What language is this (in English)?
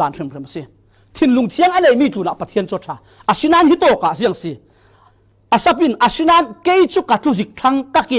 Falam Chin